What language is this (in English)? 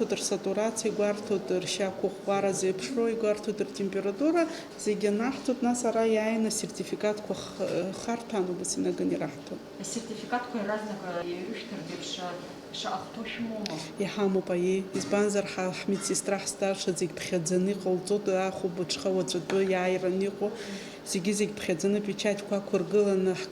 Abkhazian